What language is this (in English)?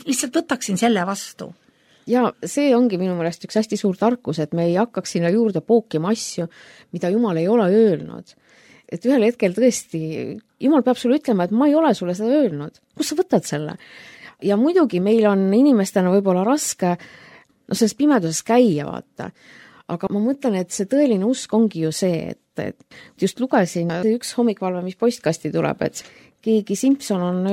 Estonian